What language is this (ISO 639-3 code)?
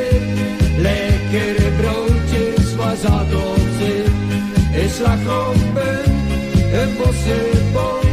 nld